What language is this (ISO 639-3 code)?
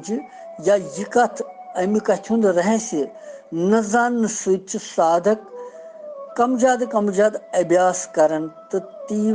kas